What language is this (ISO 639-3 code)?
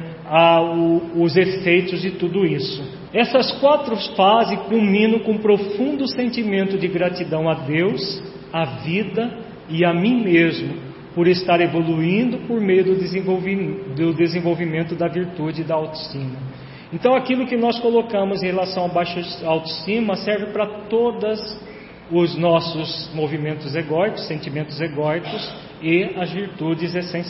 por